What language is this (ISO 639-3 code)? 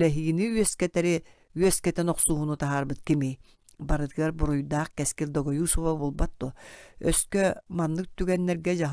sah